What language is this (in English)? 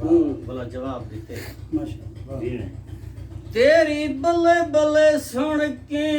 Saraiki